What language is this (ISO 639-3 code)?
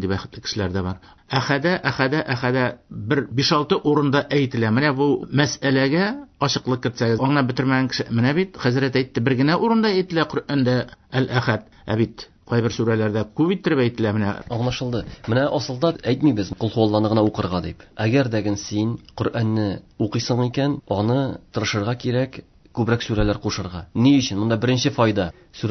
tat